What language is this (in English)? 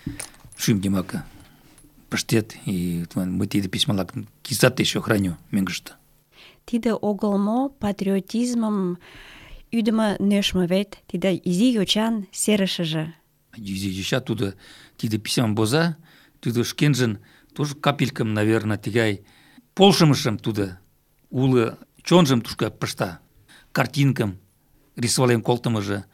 Mari